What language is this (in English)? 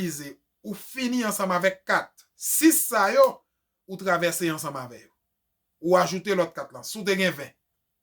Haitian Creole